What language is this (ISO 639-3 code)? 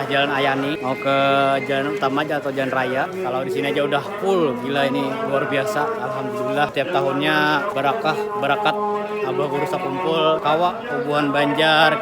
bjn